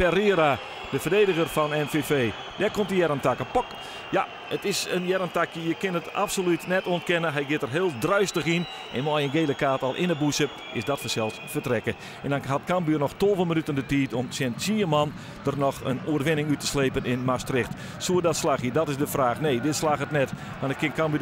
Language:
Western Frisian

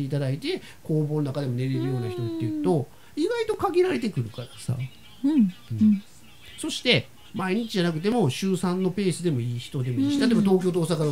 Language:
Japanese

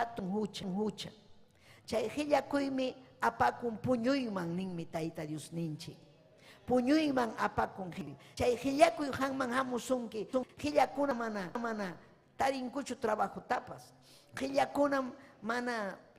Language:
Ayacucho Quechua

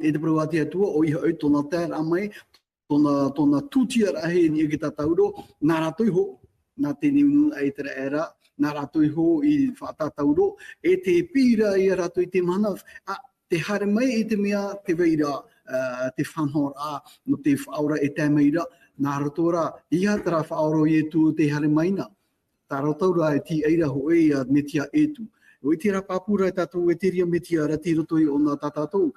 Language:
Tahitian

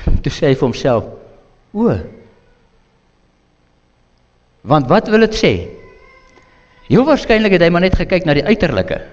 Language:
Afrikaans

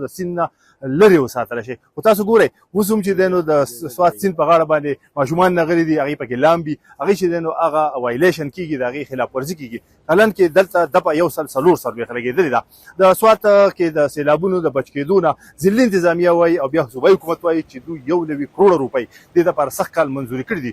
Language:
Pashto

